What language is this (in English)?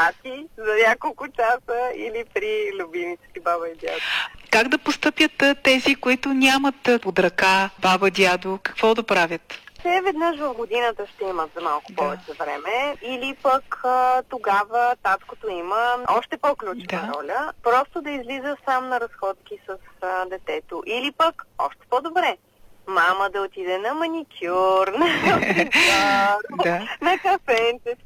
Bulgarian